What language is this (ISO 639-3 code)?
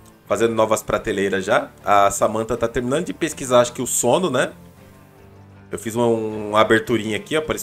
por